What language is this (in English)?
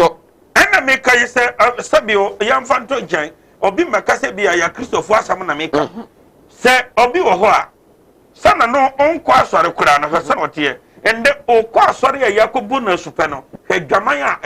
Akan